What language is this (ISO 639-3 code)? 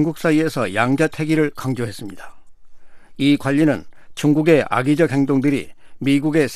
kor